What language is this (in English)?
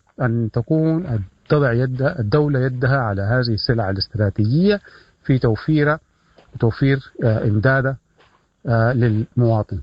Sudanese Arabic